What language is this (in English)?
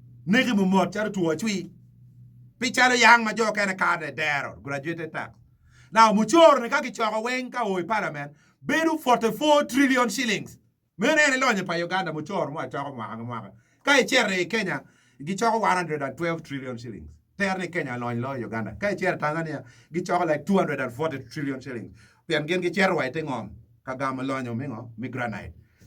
Acoli